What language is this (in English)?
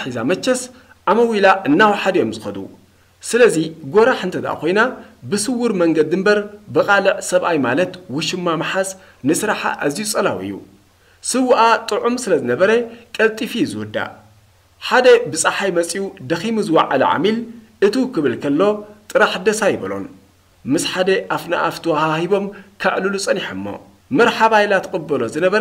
Tigrinya